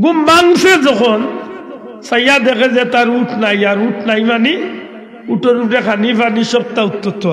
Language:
Sylheti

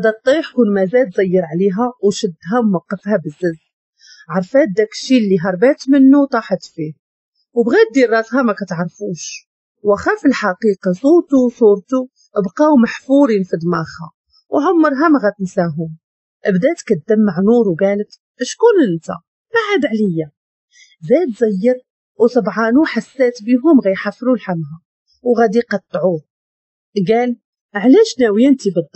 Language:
Moroccan Arabic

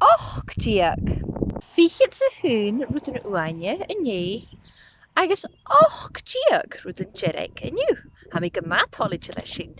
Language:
Scottish Gaelic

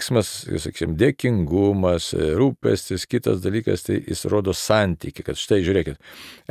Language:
Lithuanian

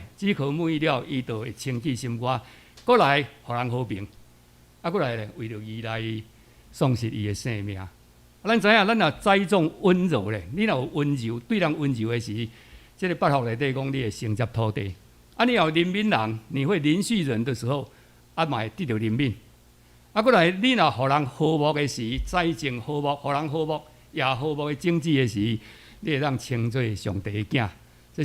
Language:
Min Nan Chinese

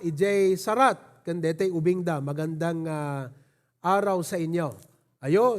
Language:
Iloko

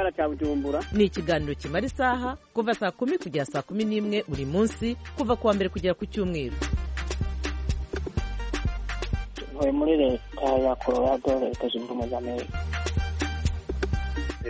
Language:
Kinyarwanda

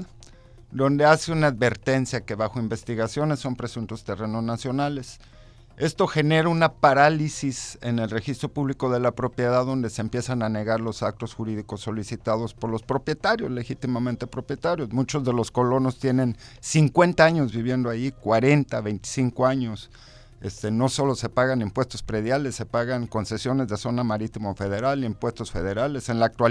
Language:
Spanish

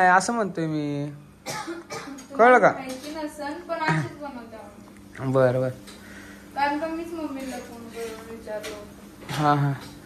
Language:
Marathi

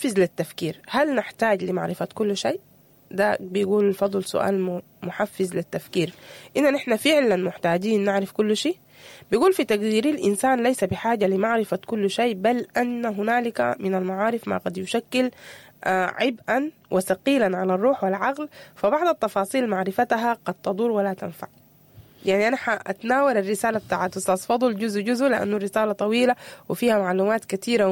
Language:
Sudanese Arabic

